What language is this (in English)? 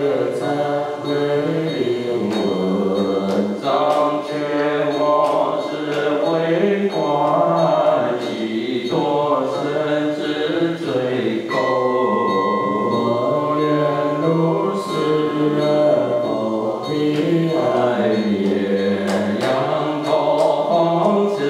Chinese